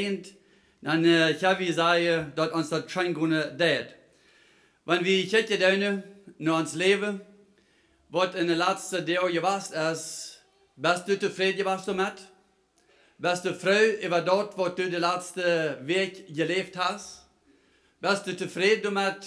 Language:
Plautdietsch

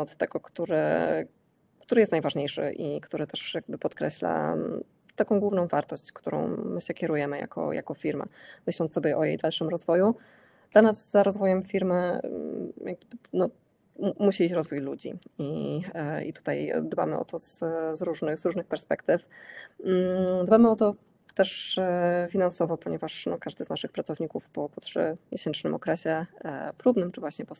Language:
Polish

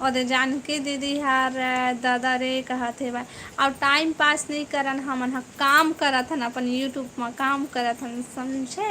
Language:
Chhattisgarhi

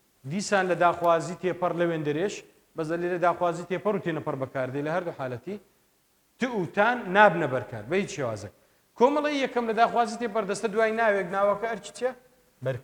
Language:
Central Kurdish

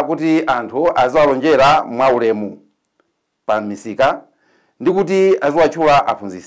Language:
Nyanja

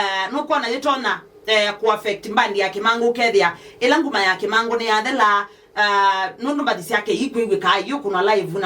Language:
Kamba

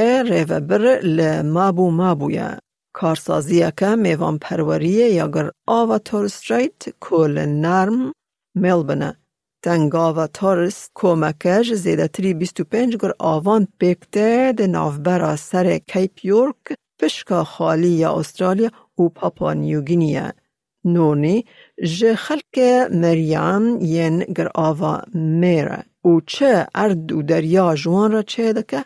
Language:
Kurdish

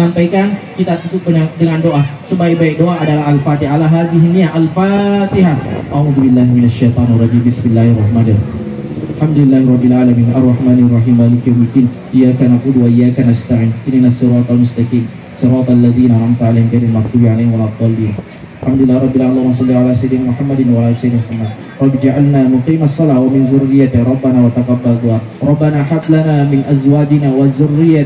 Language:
Buginese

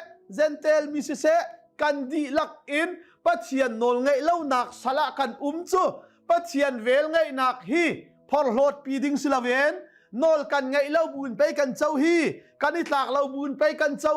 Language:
Hakha Chin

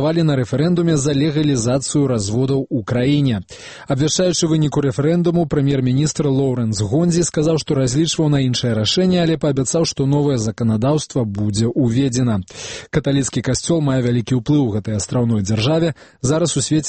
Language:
Belarusian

